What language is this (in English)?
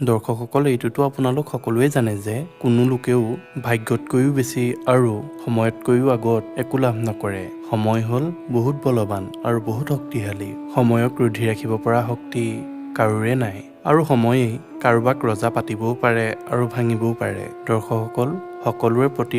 Assamese